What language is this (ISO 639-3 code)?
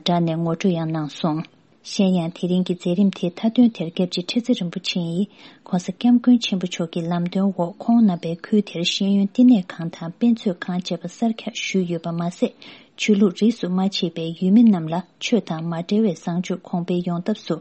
bod